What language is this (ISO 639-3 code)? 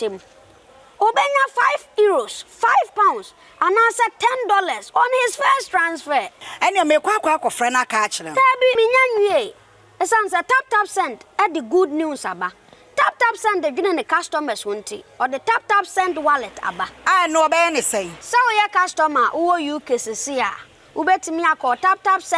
aka